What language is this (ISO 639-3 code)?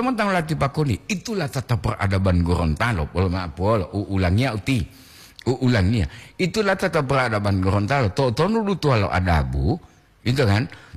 gor